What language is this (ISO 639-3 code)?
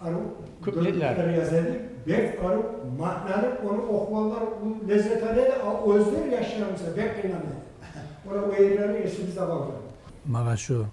kum